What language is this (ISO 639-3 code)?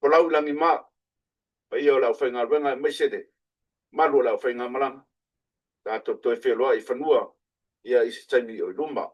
smo